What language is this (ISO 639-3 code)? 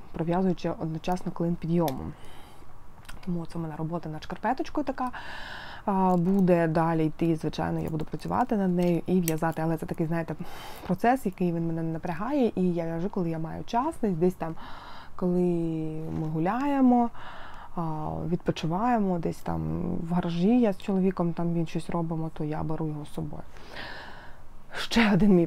ukr